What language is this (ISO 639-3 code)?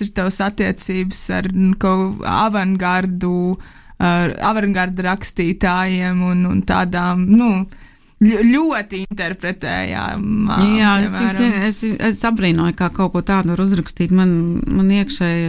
lav